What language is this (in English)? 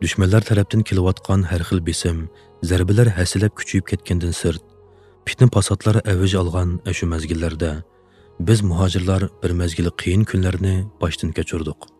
Uyghur